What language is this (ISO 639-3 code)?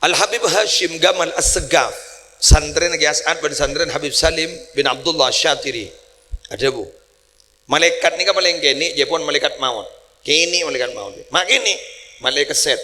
mad